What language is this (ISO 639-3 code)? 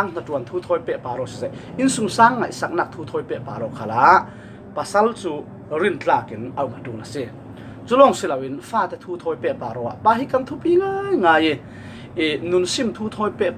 cfm